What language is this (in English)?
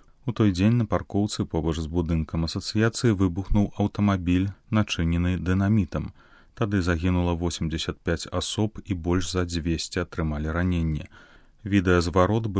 Belarusian